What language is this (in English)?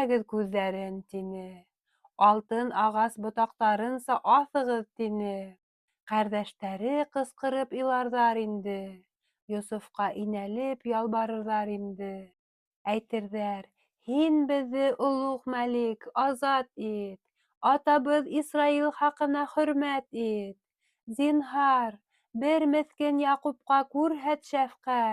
Bashkir